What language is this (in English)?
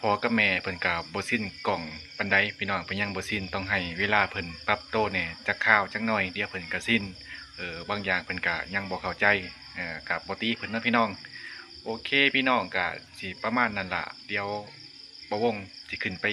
Lao